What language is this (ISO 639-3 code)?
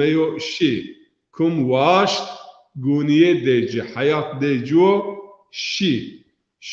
zza